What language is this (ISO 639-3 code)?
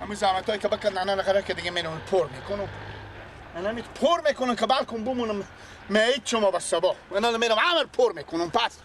fas